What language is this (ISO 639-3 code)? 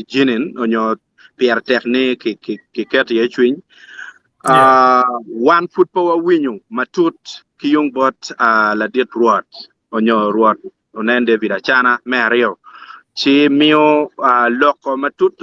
ach